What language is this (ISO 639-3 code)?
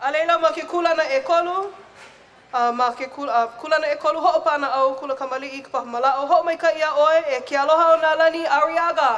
haw